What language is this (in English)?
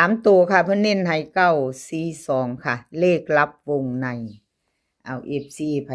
Lao